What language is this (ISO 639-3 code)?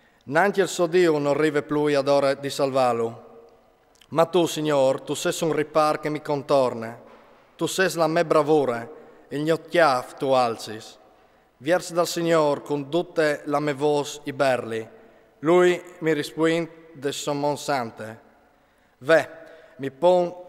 fur